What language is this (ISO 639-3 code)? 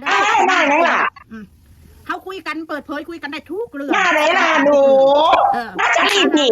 tts